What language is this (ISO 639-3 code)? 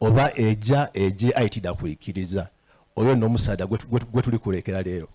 xog